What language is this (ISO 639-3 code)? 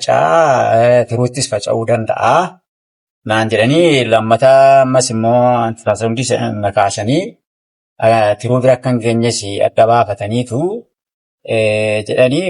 orm